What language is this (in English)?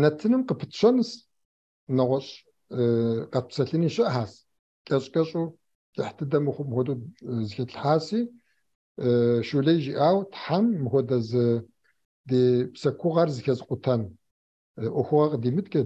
Kabardian